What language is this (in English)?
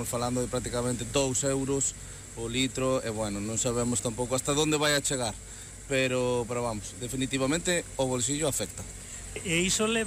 Galician